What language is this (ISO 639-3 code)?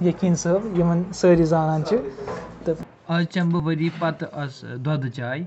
kas